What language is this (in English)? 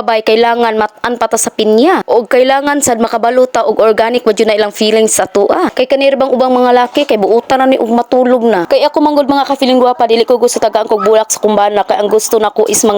Cebuano